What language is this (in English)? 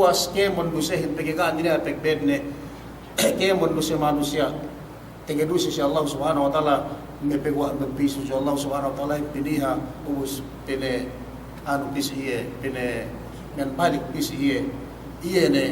Yakan